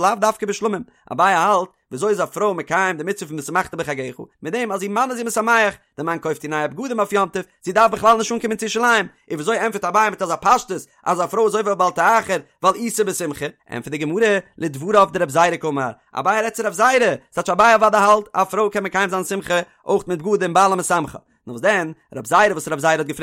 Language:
Yiddish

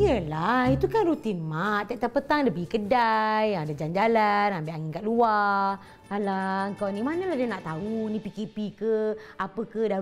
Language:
Malay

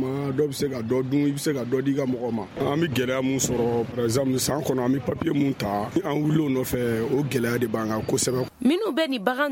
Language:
Bambara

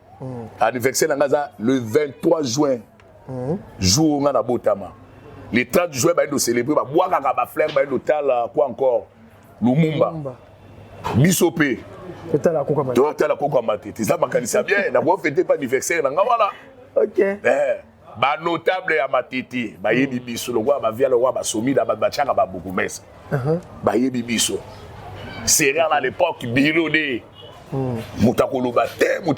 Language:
Lingala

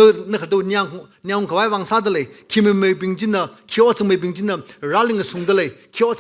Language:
Tangkhul Naga (India)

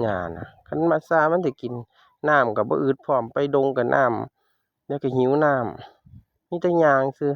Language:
Northeastern Thai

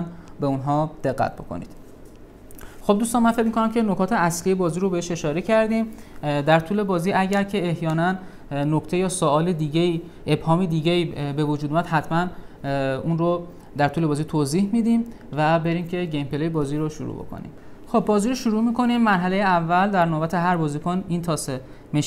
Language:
Persian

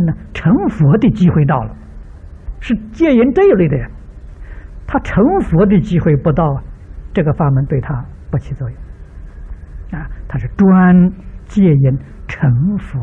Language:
Chinese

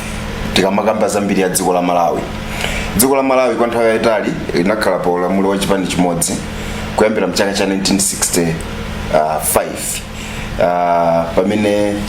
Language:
Nyanja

